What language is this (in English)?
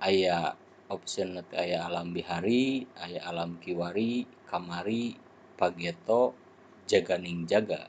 Sundanese